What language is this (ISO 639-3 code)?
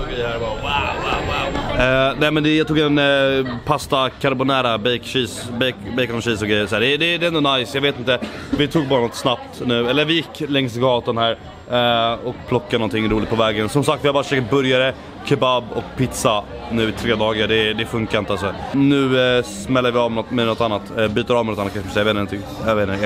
swe